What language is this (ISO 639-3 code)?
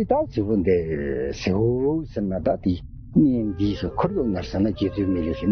bod